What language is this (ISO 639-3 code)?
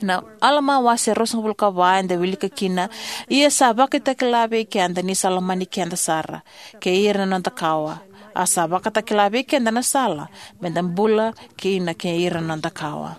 fij